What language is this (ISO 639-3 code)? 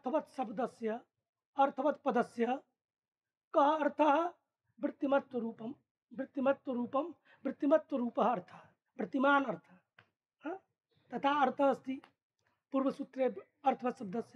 san